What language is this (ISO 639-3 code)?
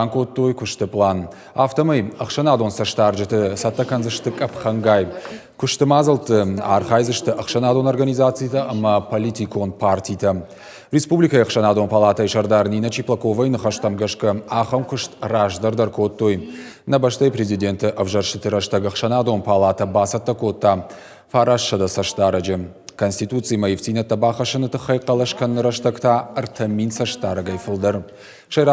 oss